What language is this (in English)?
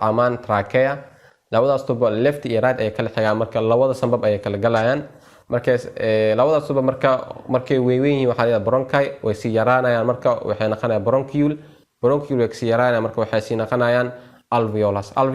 Somali